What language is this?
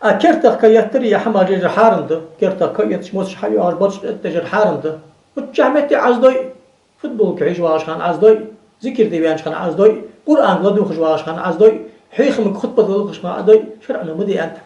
Ingush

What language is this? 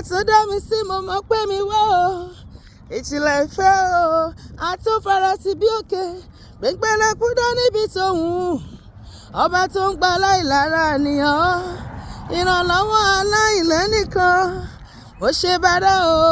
Yoruba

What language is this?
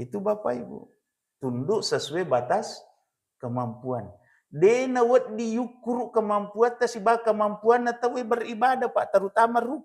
Buginese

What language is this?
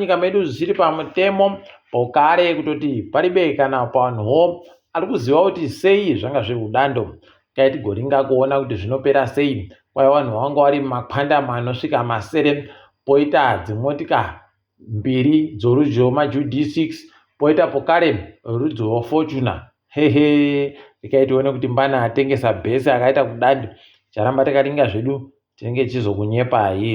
Ndau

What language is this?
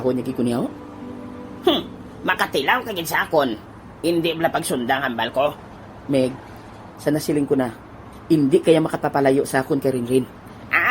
Hiligaynon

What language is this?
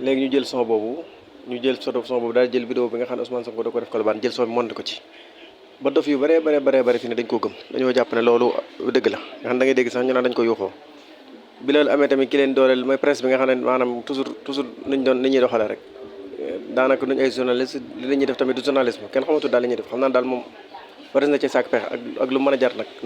Wolof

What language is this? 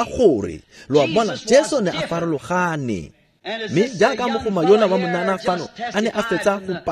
Tswana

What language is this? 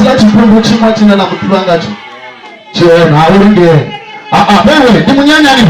Venda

